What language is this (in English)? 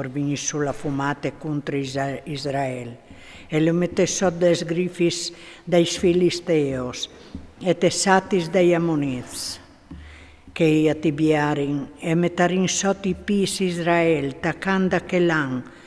Friulian